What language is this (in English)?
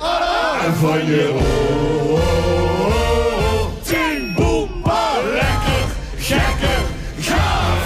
Limburgish